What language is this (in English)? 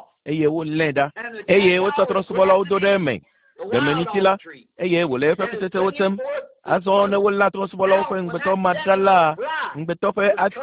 Ewe